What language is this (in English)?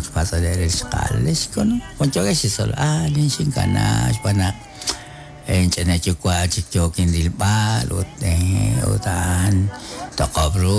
Kekchí